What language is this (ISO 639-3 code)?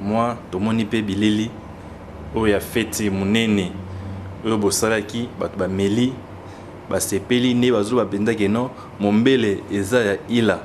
lin